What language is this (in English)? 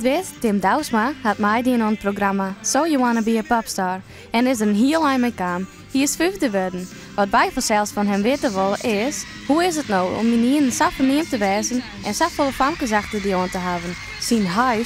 Western Frisian